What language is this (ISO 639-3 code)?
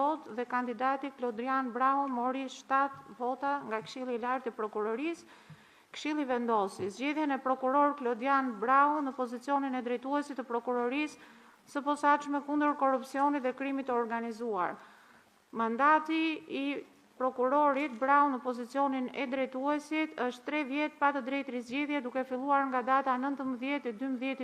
sqi